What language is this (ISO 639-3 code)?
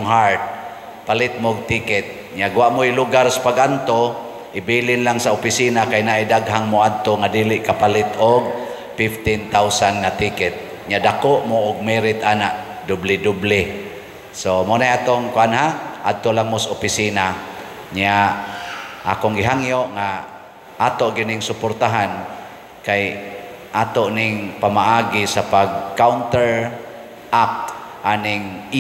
ceb